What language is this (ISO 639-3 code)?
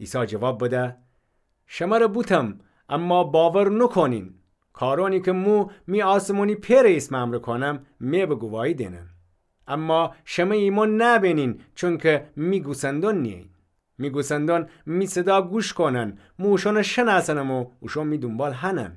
glk